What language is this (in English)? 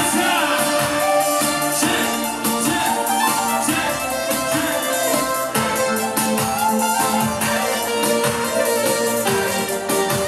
Bulgarian